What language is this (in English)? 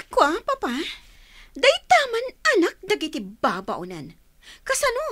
Iloko